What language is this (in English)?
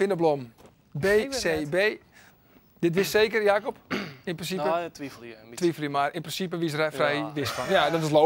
Western Frisian